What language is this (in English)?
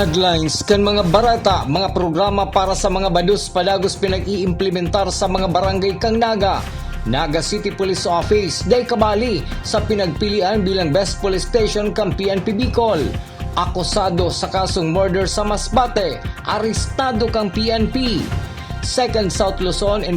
Bikol